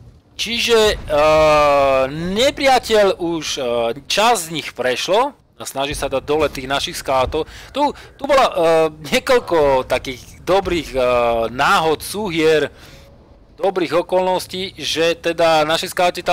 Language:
Slovak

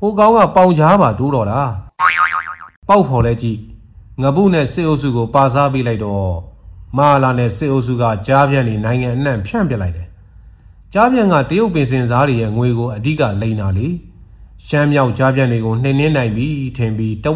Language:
Burmese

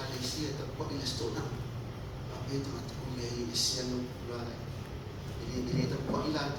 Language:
Samoan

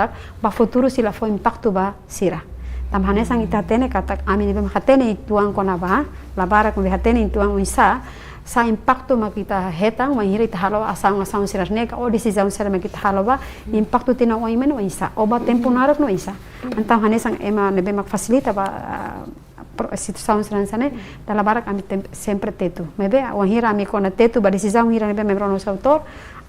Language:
Tetum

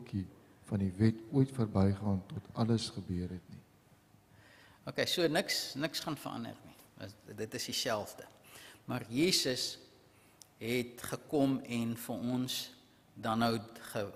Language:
Afrikaans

